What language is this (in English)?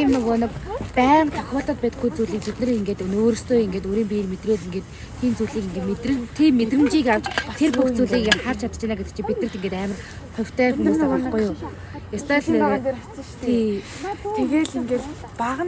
Mongolian